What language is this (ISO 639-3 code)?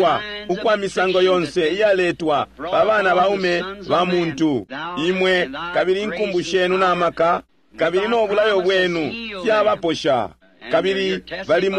bem